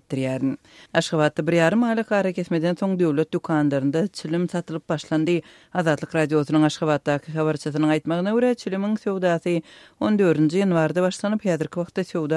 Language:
Turkmen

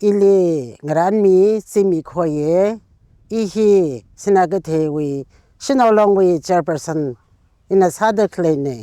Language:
Tangkhul Naga (India)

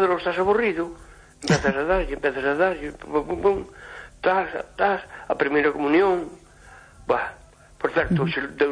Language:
Galician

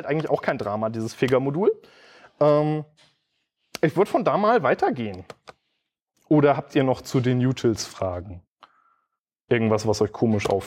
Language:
German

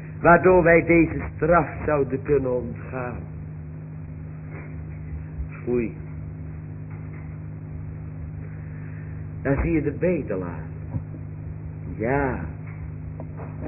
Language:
Dutch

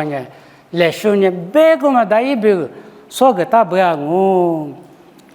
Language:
Lisu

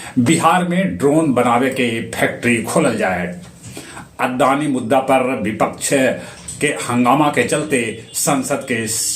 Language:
Magahi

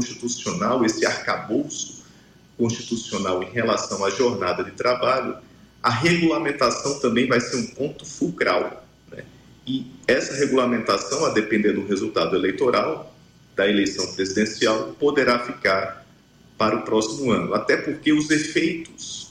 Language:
Portuguese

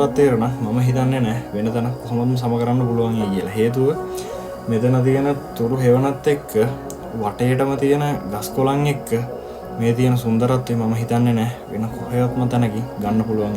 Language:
Sinhala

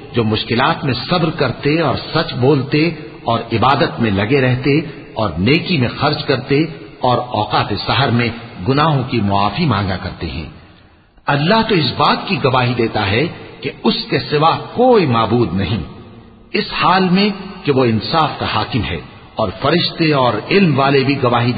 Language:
Urdu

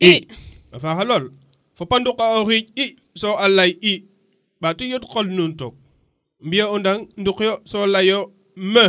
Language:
Serer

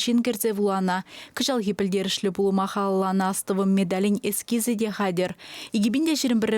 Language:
Chuvash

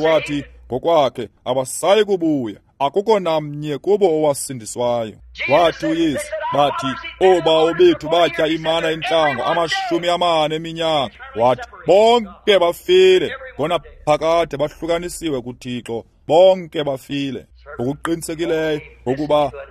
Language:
Xhosa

